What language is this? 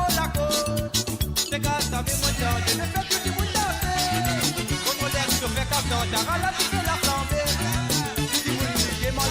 Morisyen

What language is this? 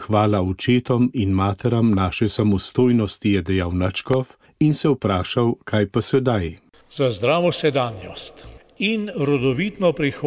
Slovenian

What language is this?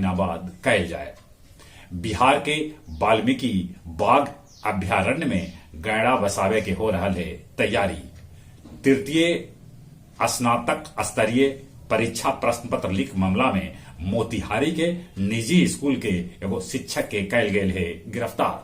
Magahi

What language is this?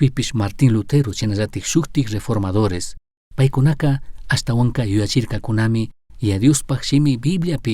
Chimborazo Highland Quichua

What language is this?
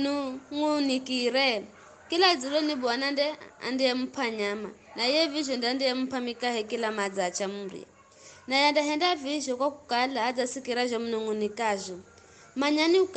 Giryama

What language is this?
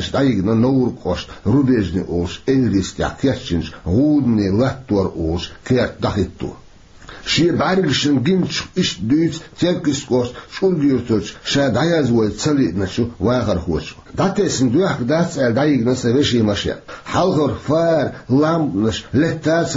Chechen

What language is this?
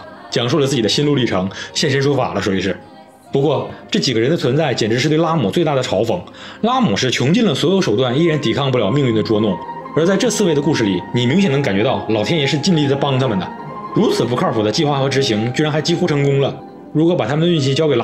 Chinese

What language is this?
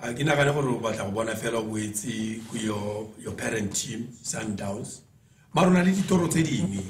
Tswana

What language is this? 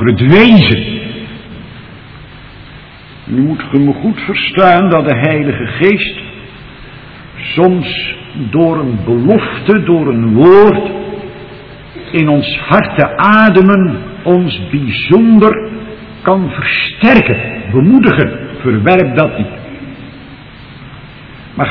Dutch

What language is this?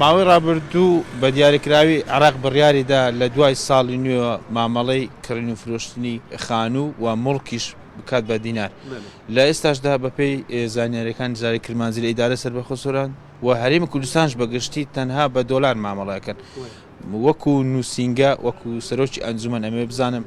Central Kurdish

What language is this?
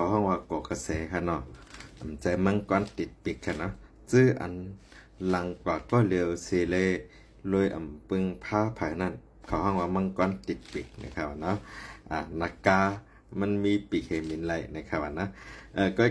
Shan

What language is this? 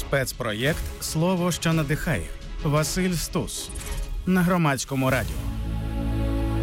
Ukrainian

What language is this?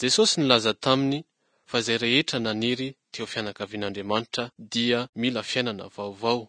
Malagasy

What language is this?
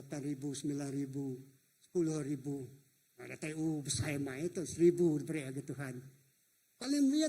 Iban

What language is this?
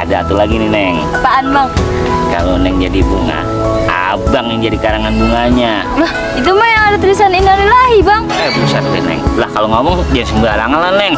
Betawi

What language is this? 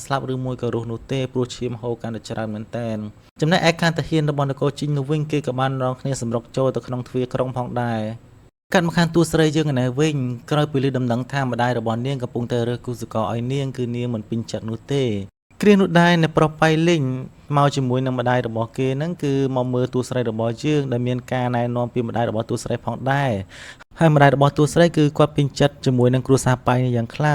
Khmer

